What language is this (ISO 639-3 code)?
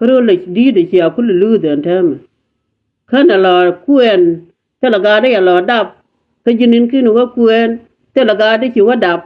nus